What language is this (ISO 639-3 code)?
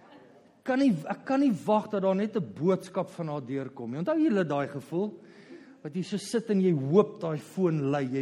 afr